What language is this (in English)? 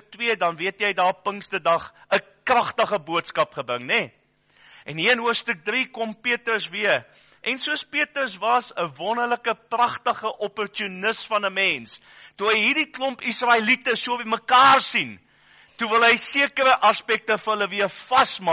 Afrikaans